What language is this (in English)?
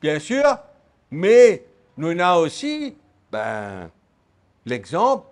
Morisyen